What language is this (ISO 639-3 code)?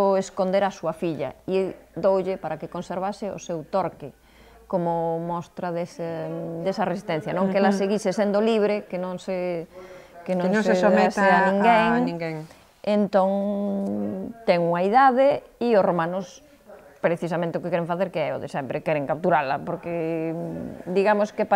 glg